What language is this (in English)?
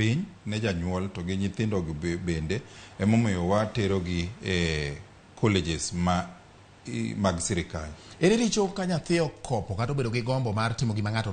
Luo (Kenya and Tanzania)